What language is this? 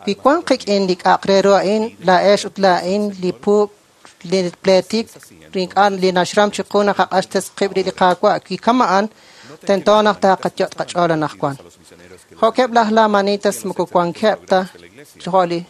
Kekchí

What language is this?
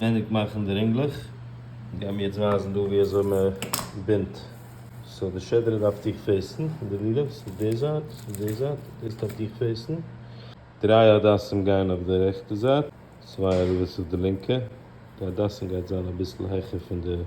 Yiddish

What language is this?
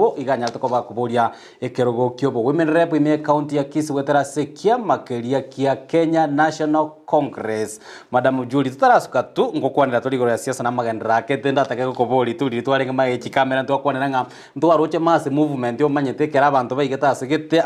Gusii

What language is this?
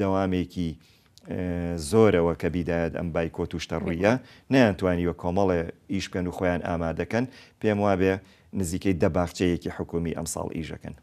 Central Kurdish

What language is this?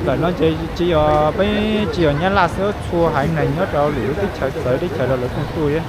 Hmong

